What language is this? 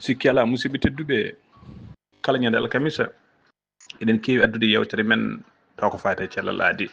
Fula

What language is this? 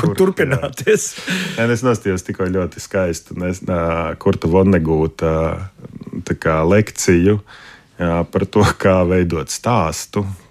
Latvian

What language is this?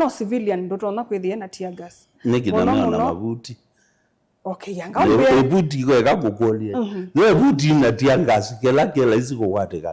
Kamba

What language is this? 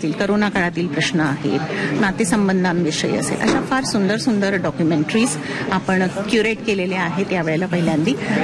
Marathi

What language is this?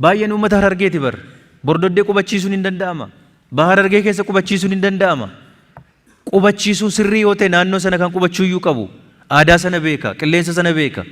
Oromo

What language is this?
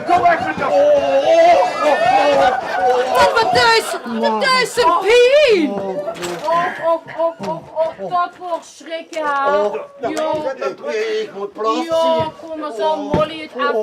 Limburgish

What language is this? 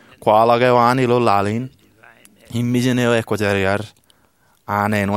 Marshallese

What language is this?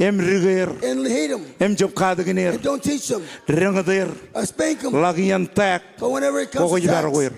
Marshallese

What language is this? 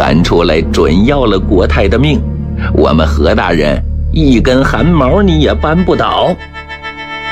Chinese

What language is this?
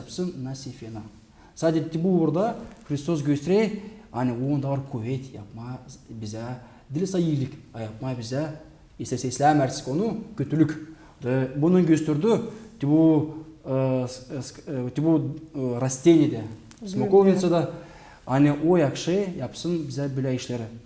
Gagauz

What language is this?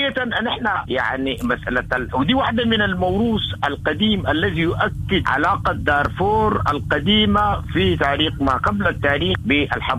Sudanese Arabic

